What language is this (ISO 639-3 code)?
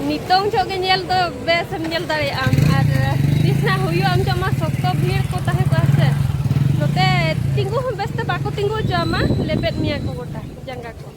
sat